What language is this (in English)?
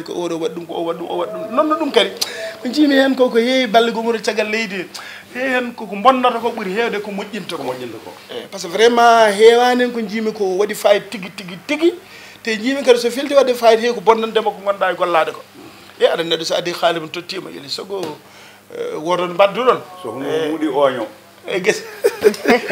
Fula